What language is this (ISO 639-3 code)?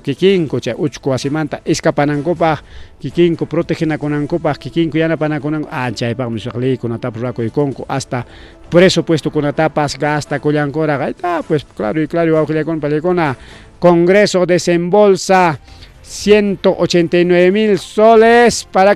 quy